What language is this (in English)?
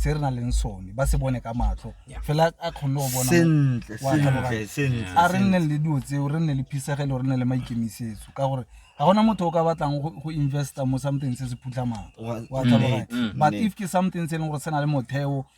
Tswana